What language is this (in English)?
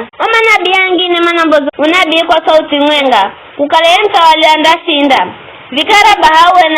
Giryama